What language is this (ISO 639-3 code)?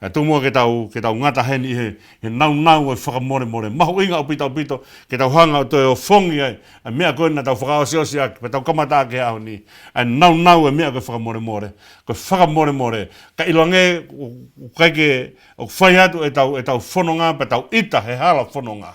ton